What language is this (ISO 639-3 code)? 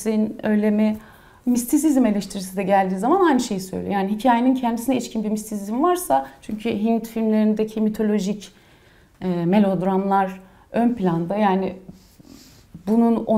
tur